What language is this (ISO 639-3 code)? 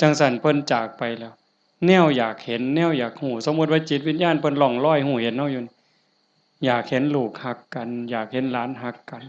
tts